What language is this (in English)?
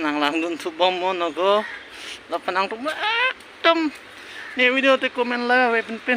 Karbi